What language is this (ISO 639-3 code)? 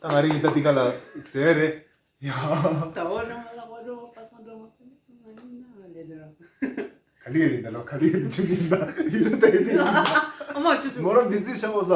bod